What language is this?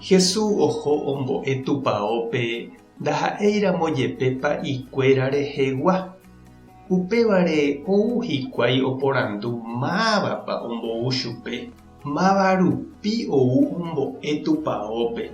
Guarani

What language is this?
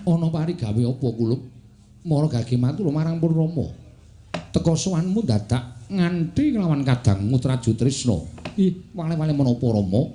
Javanese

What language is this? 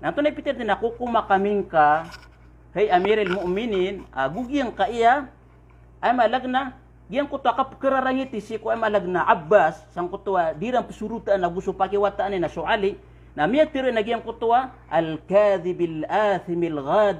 Maranao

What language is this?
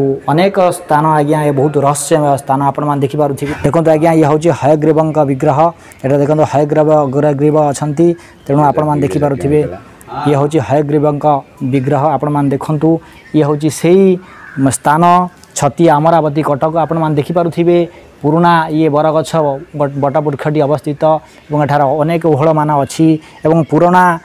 Odia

